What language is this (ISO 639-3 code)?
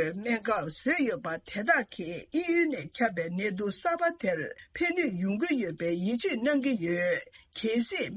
bod